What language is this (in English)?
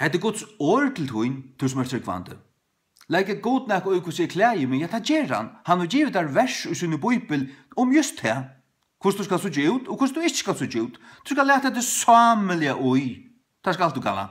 Faroese